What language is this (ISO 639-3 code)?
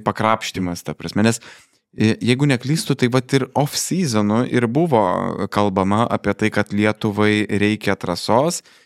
lit